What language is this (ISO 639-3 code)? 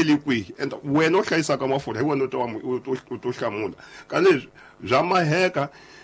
tso